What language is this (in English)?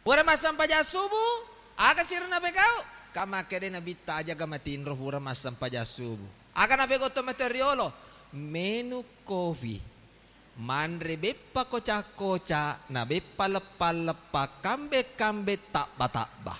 Buginese